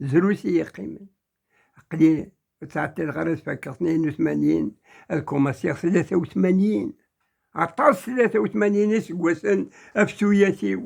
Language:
Kabyle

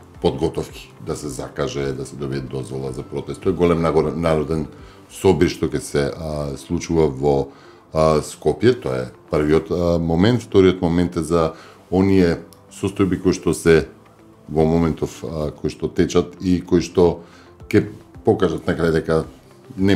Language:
Macedonian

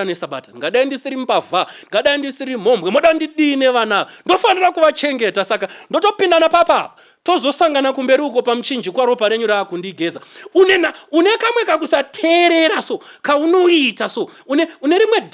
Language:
Shona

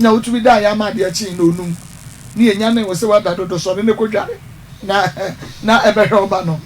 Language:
Akan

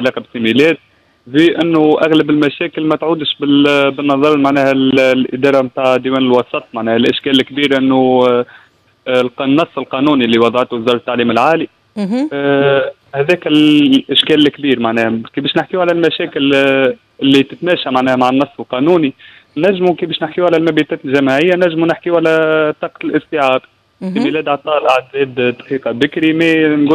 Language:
Tunisian Arabic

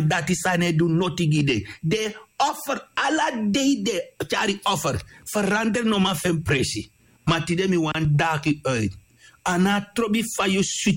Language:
Sranan Tongo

